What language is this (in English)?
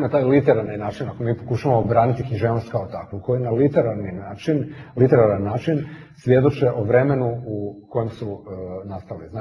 Croatian